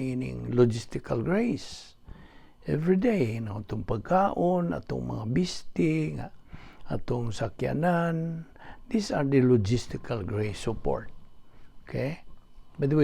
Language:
Cebuano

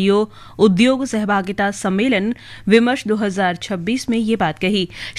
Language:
Hindi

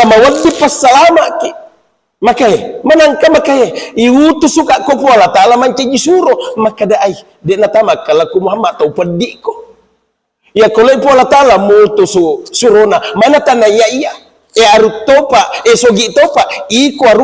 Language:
Buginese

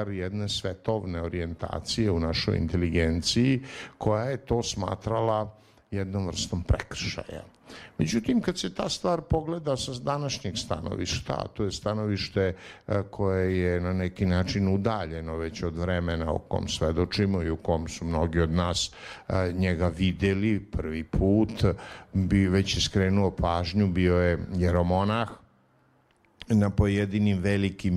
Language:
Serbian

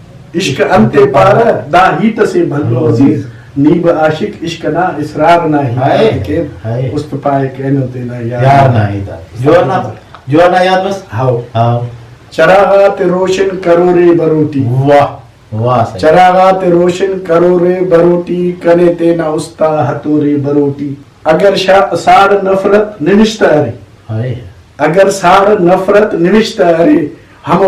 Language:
Brahui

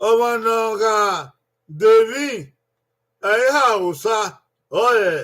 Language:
Bini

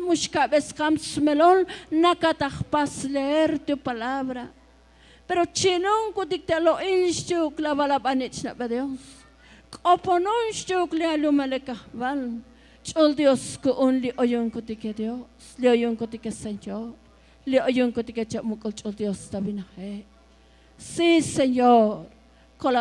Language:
Tzotzil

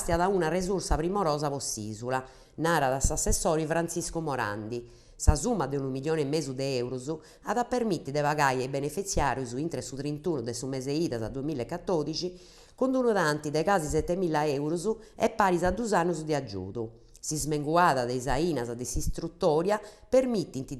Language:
Sardinian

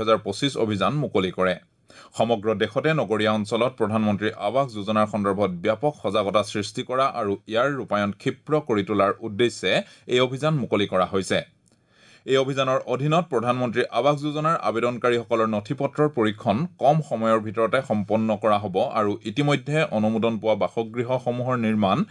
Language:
Assamese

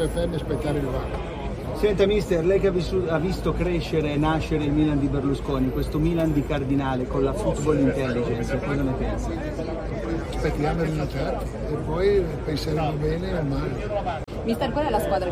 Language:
Italian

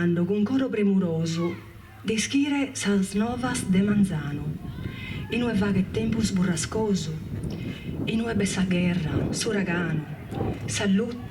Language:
Sardinian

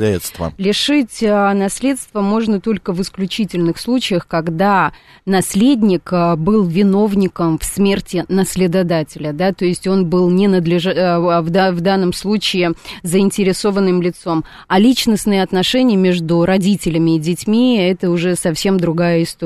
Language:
Russian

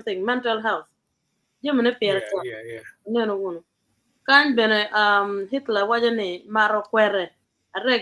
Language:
Acoli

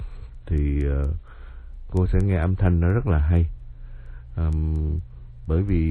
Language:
Vietnamese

